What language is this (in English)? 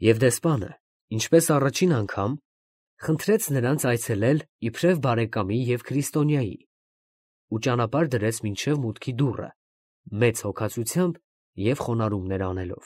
Armenian